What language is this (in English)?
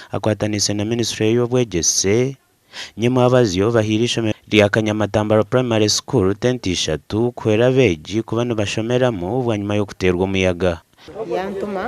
Nyankole